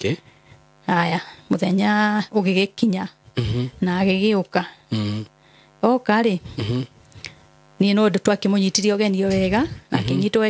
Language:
Kikuyu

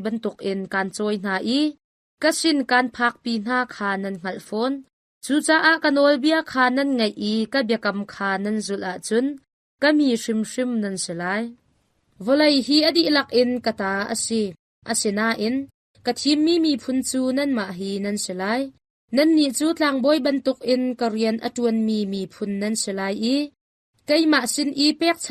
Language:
Hakha Chin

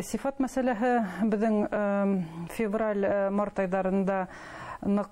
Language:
Bashkir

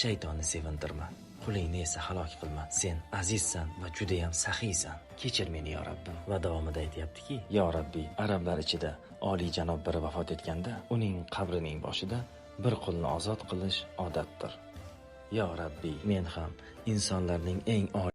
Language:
Uzbek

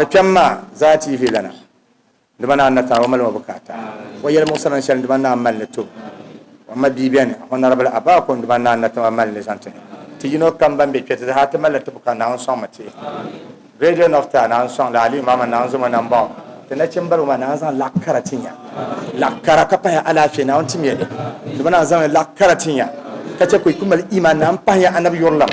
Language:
Dagbani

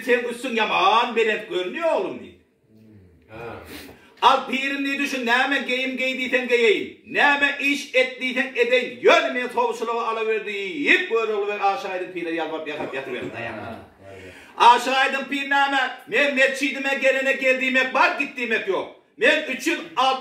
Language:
Turkmen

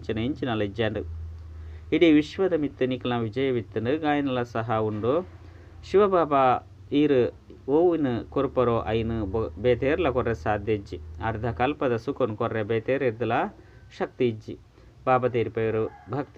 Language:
Tulu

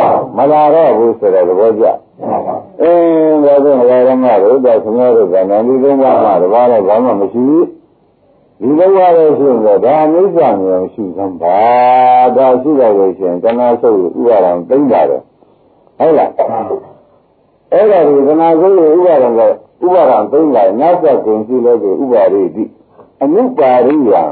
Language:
Burmese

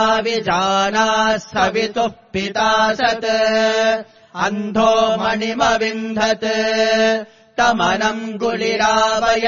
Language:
Sanskrit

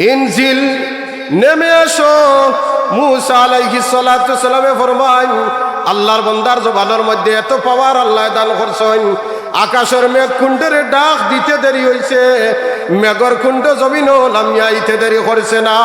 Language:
Sylheti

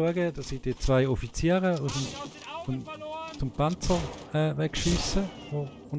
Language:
Swiss German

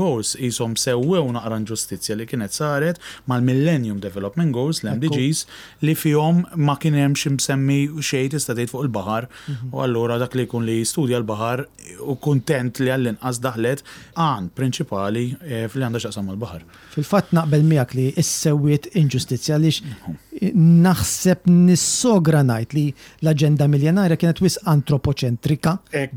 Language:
Maltese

